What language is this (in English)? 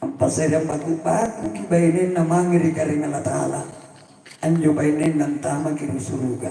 Makasar